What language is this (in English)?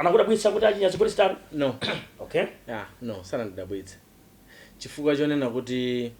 Nyanja